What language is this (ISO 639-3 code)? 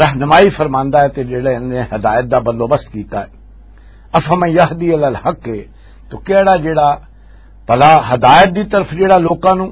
lah